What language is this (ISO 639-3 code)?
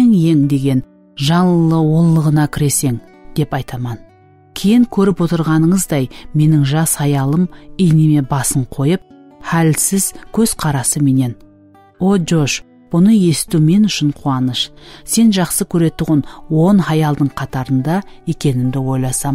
kaa